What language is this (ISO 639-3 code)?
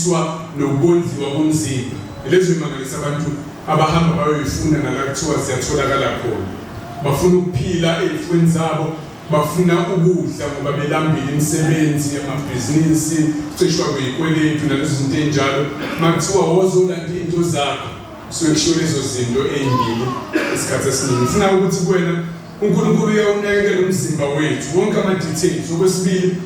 zul